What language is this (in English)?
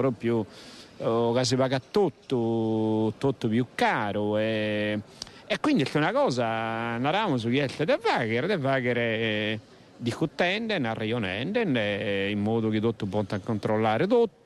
Sardinian